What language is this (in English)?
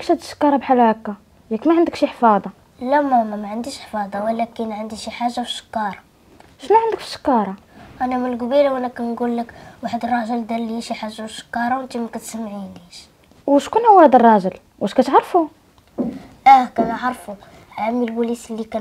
Moroccan Arabic